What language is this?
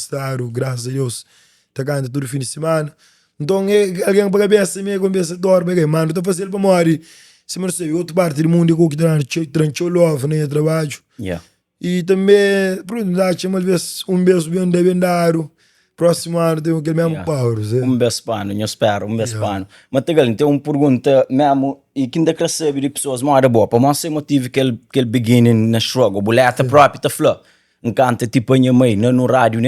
Kabuverdianu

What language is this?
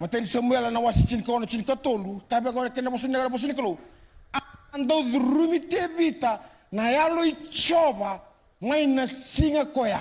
Fijian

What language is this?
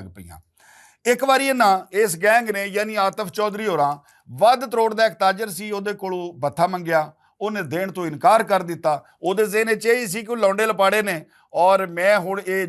Western Panjabi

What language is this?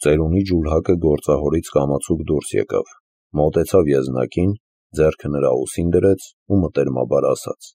Armenian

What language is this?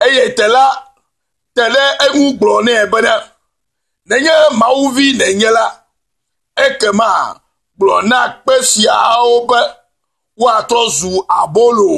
Ewe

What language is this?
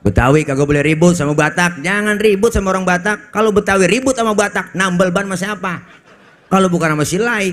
Betawi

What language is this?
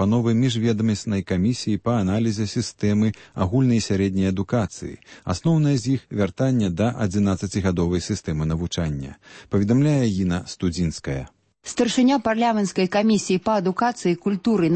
Belarusian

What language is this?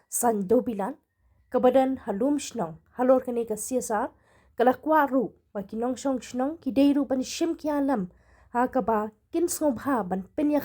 Khasi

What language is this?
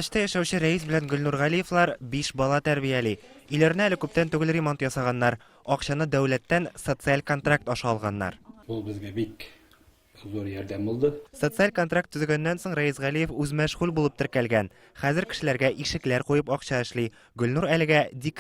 Tatar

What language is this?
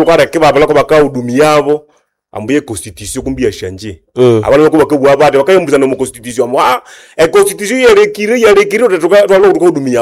Nande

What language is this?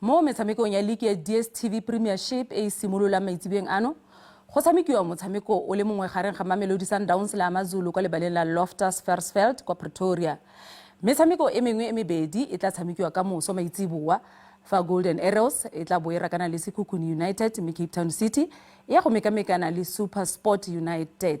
Tswana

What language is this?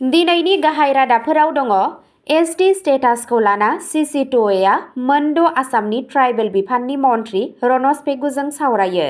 Bodo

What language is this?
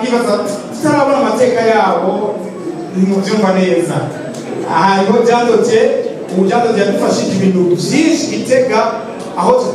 Rundi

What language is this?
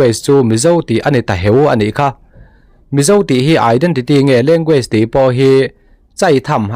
Mizo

